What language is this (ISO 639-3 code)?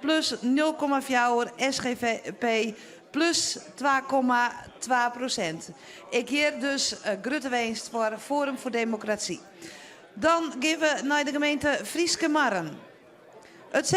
fry